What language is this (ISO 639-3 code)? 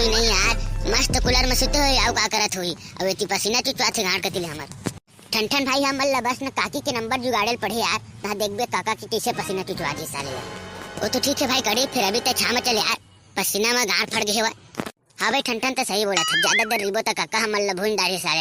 hne